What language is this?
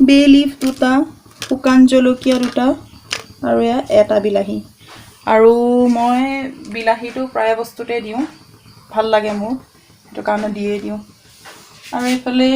Assamese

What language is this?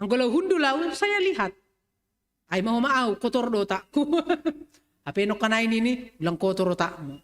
Batak Simalungun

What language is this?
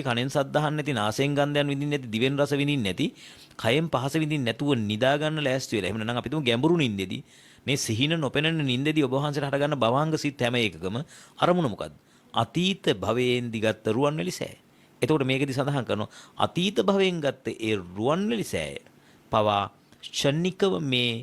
Sinhala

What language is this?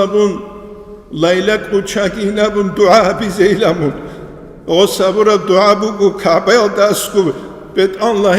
Avaric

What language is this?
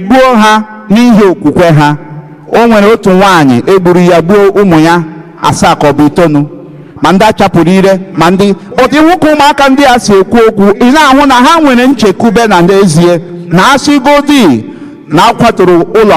Igbo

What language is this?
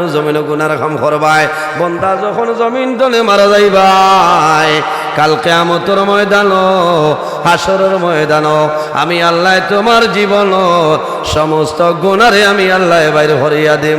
Sylheti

